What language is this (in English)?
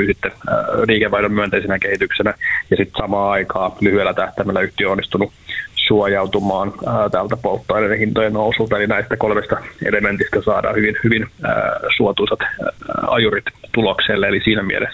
Finnish